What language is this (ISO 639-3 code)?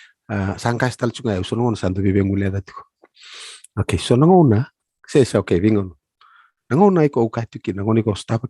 fij